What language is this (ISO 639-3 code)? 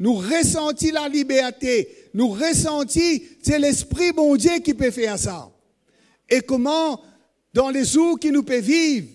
mfe